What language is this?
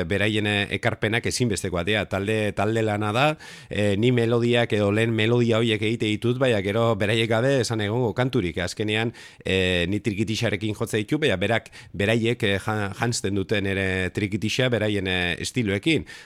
Basque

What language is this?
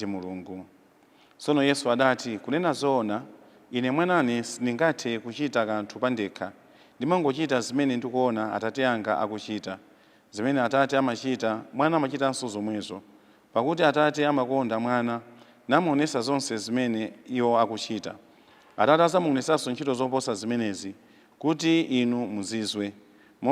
Nyanja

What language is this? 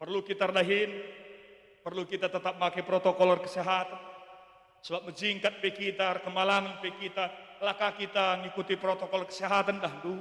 Batak Karo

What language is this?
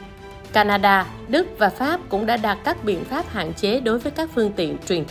Vietnamese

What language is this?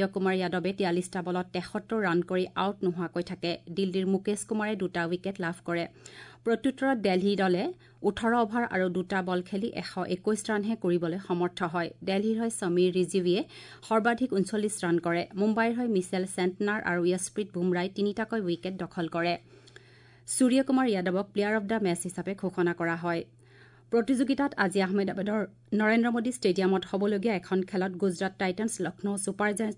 Assamese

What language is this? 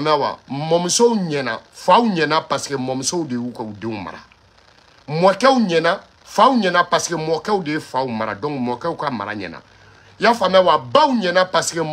Bambara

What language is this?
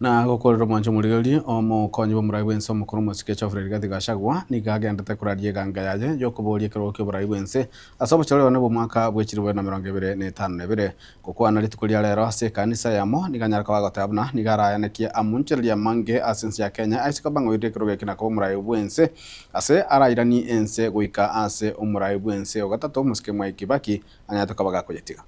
Gusii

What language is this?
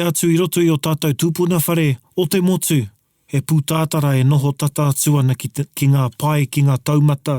Māori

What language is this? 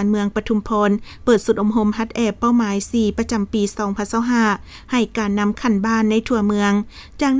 Lao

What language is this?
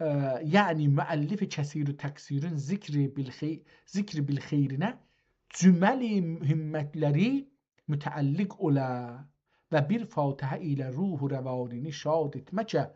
South Azerbaijani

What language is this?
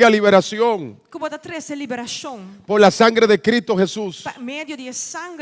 Papiamento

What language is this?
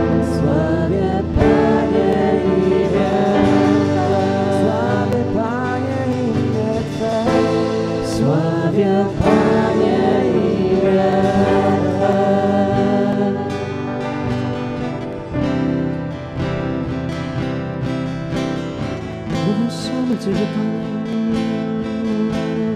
Polish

